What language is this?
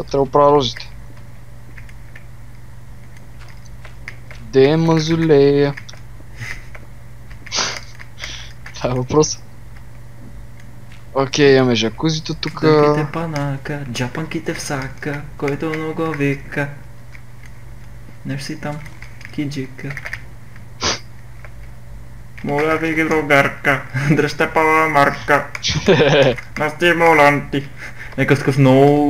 Bulgarian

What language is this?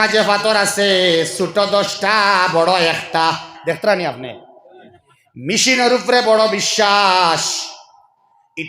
Sylheti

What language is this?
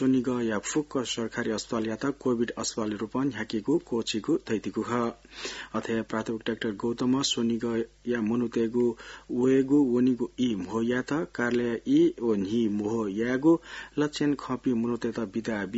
Newari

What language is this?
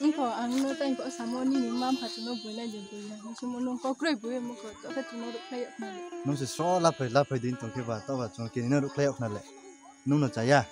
Kok Borok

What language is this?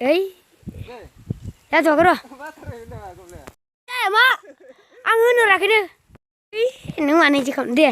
Bodo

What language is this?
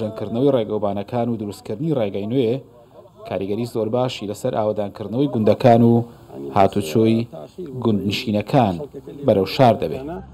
Central Kurdish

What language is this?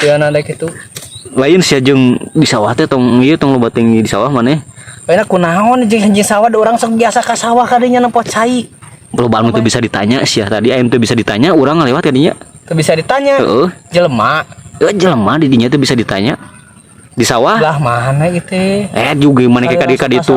Sundanese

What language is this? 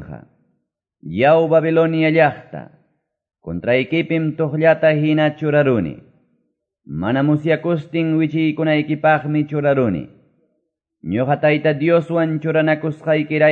Quechua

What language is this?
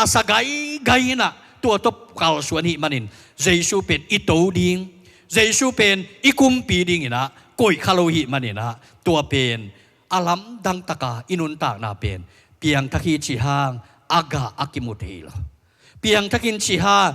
Tedim Chin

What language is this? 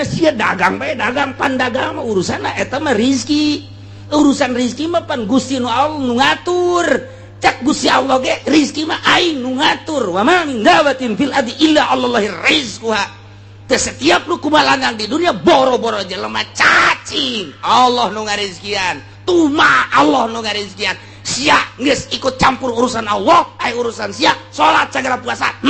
Sundanese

